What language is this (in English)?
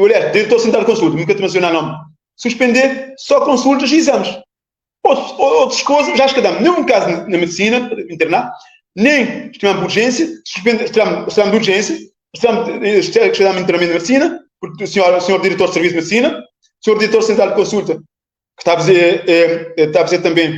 Kabuverdianu